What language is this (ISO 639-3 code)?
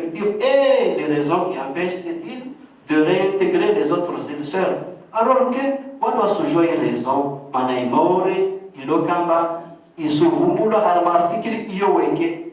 zdj